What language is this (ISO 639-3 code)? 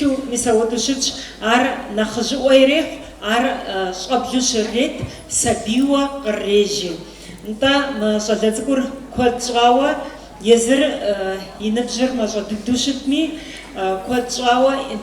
kbd